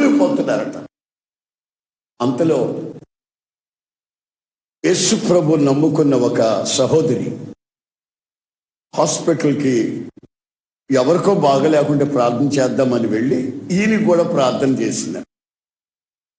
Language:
Telugu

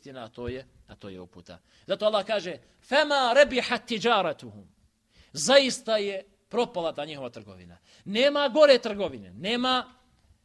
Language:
Bosnian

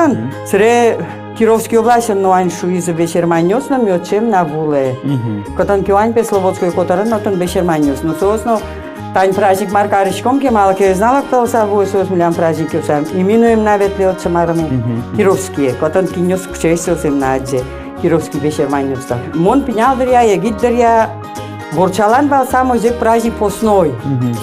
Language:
Udmurt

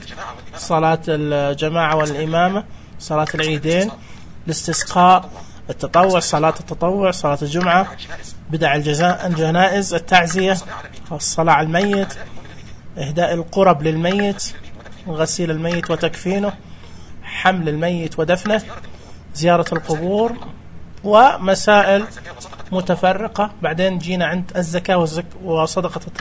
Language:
Najdi Arabic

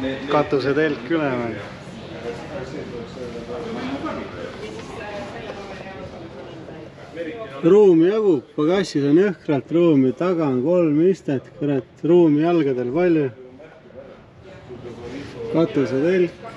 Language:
Estonian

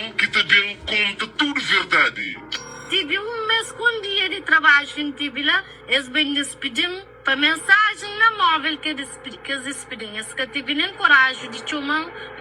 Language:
Kabuverdianu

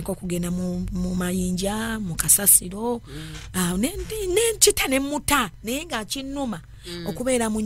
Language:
Ganda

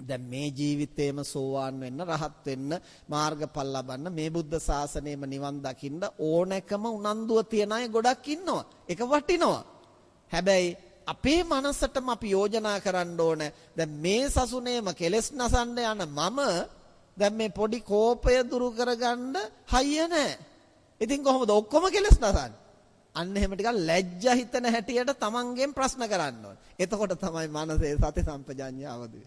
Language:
Sinhala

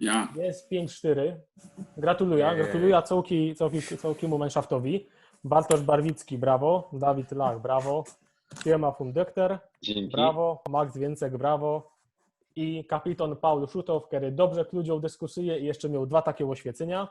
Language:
Silesian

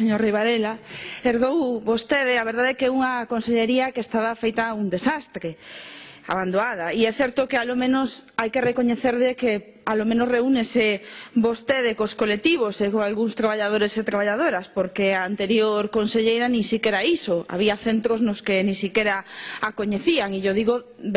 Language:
Galician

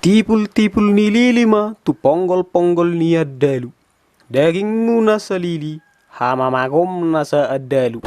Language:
Batak Toba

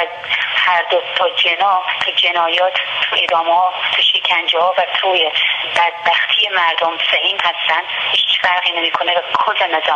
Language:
Persian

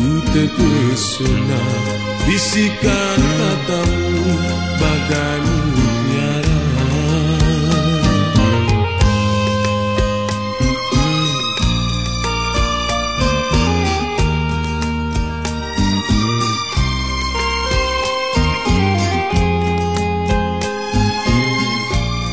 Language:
Malay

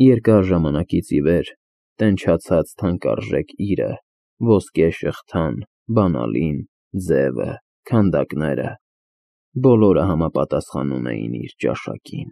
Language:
Armenian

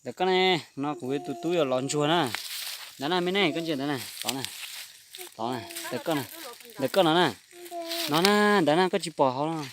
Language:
Hmong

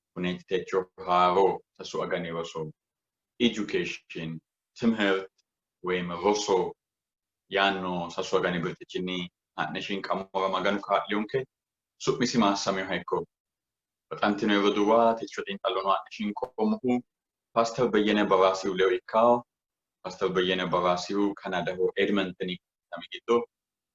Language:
Sidamo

